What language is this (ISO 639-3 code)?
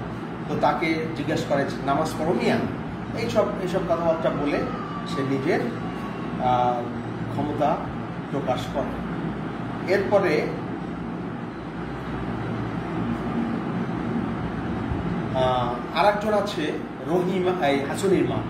ben